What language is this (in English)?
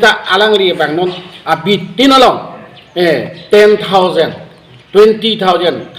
Karbi